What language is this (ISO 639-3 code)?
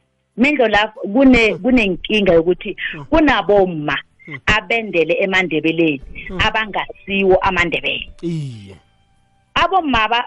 nbl